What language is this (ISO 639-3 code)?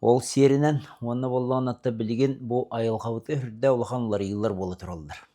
sah